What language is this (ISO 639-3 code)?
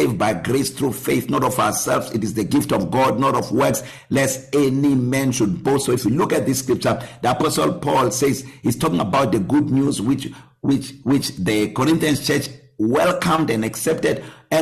eng